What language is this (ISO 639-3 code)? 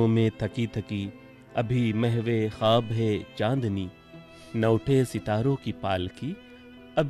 urd